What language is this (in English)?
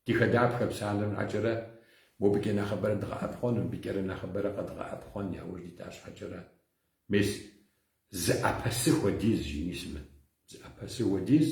Kabardian